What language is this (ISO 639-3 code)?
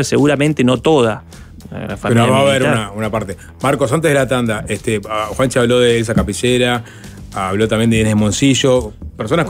spa